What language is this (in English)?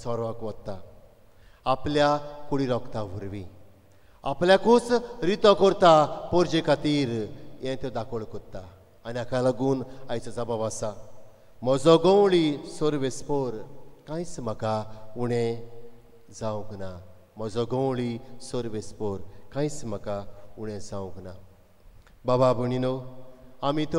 Konkani